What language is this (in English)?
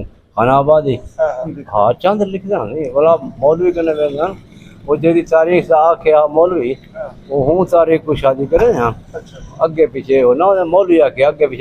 Saraiki